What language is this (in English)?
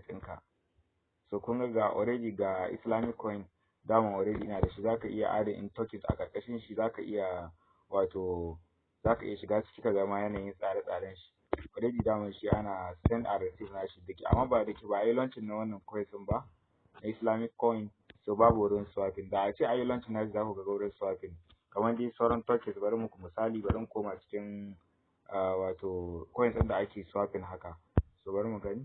Hausa